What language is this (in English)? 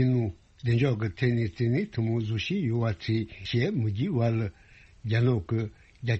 Tibetan